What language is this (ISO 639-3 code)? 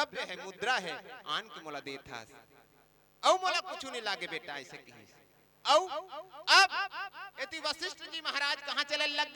hne